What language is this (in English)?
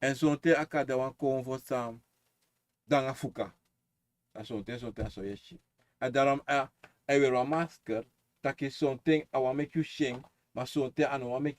Sranan Tongo